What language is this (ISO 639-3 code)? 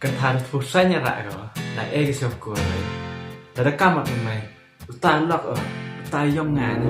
kha